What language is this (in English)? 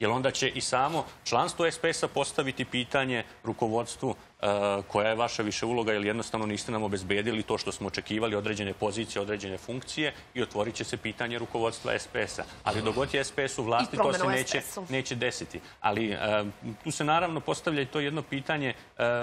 Serbian